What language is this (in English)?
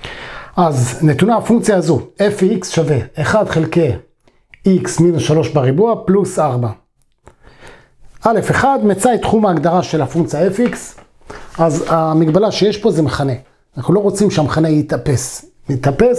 Hebrew